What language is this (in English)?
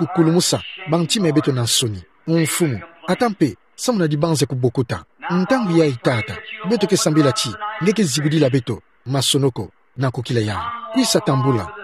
Kituba (Democratic Republic of Congo)